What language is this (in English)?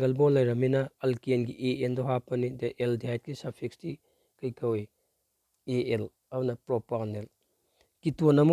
Manipuri